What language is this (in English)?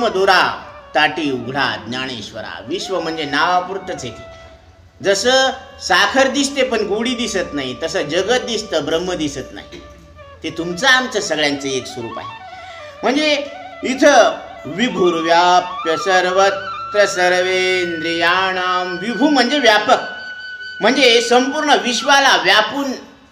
Marathi